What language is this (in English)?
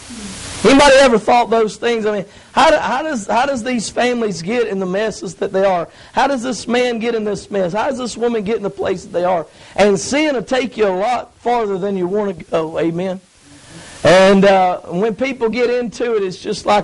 English